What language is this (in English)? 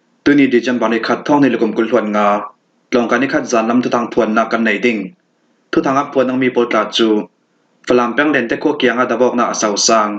Falam Chin